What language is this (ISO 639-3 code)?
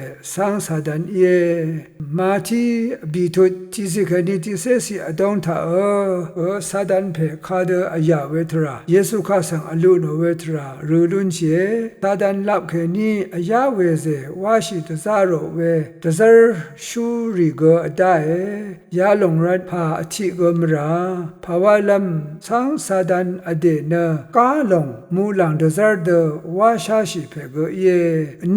raw